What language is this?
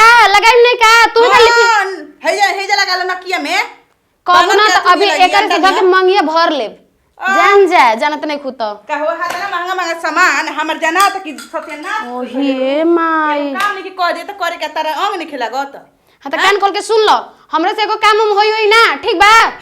Bhojpuri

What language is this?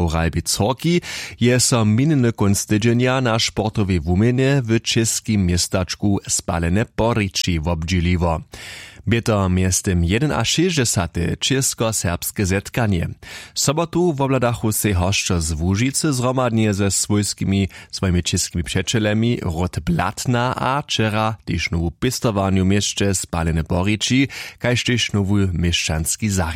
Upper Sorbian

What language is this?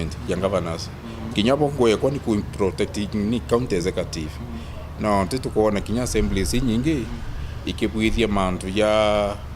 Meru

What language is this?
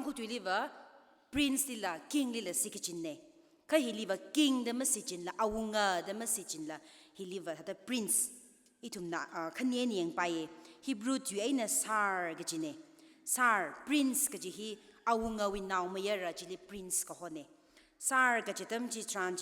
Tangkhul Naga (India)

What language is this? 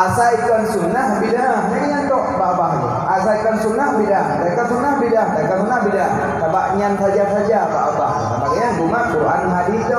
Achinese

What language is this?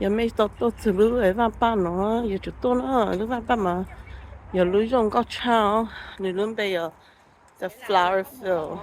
Hmong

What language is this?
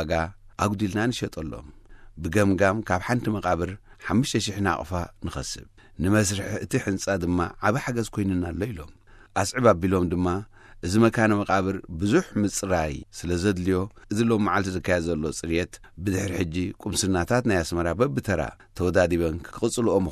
Tigrinya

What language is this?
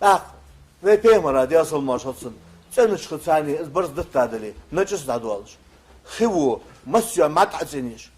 Ingush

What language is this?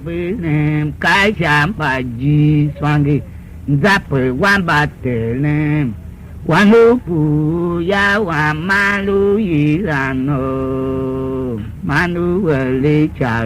Tiv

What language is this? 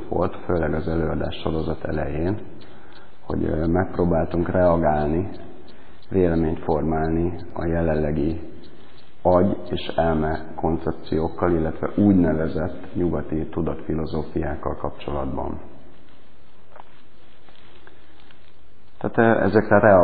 Hungarian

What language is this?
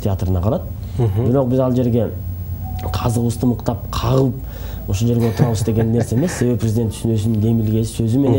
Kyrgyz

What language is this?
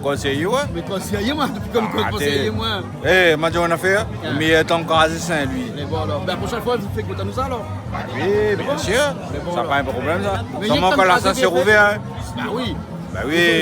Réunion Creole French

